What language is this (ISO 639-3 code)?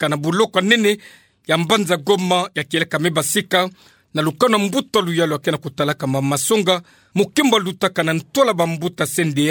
ktu